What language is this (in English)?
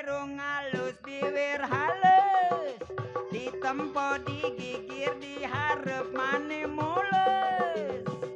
Betawi